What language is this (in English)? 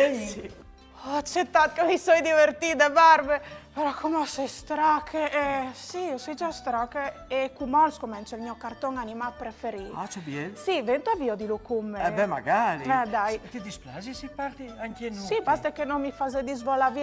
Friulian